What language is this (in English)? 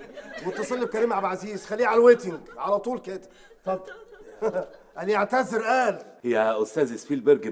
Egyptian Arabic